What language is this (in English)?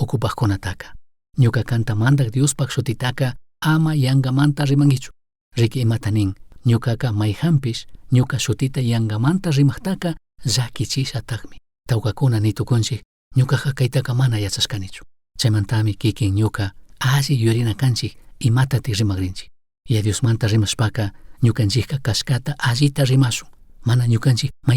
Chimborazo Highland Quichua